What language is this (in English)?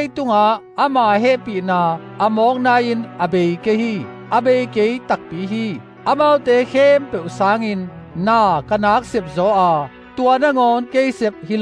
Tedim Chin